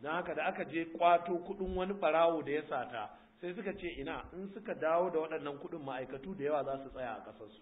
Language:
Hausa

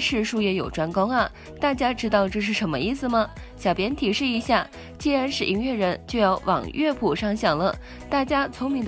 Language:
Chinese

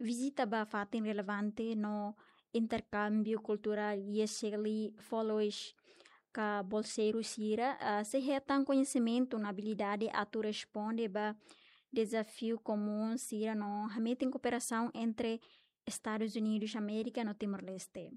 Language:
Tetum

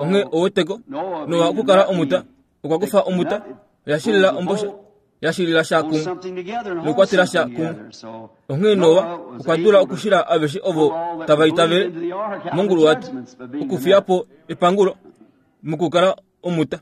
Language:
Kuanyama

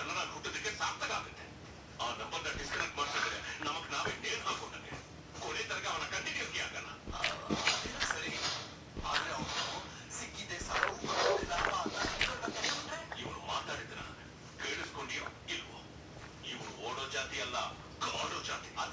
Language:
Kannada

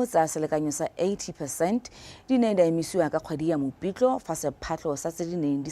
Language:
Tswana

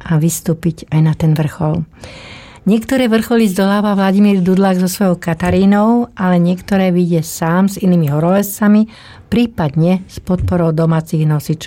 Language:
Slovak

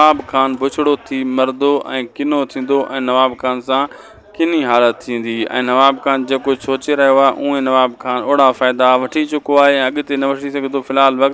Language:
Sindhi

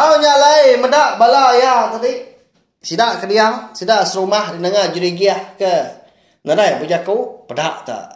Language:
Iban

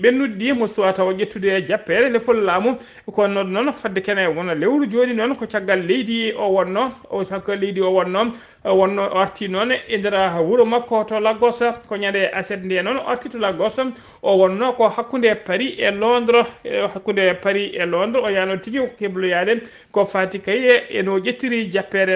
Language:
Fula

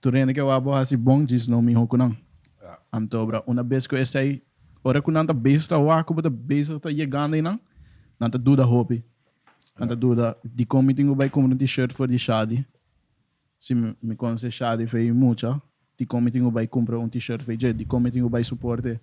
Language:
Papiamento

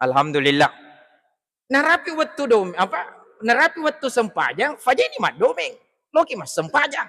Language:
Buginese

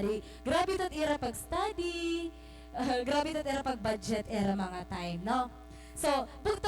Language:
Waray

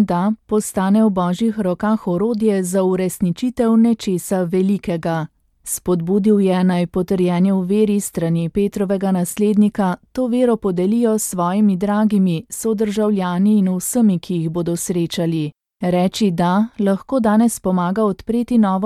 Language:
Slovenian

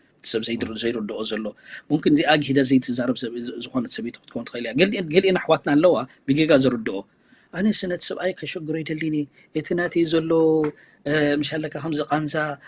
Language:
Tigrinya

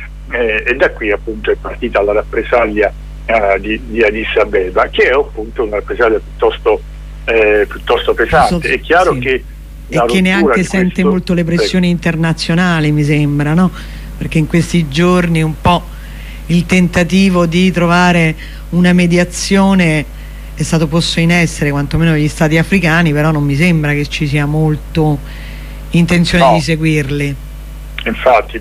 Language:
Italian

